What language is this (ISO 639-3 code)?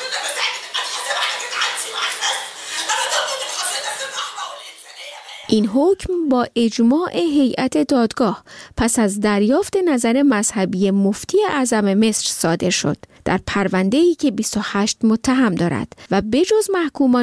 fas